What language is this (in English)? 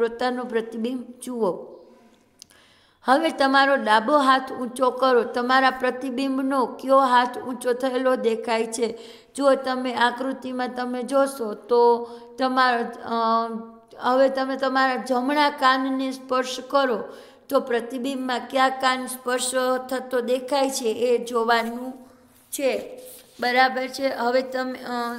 Gujarati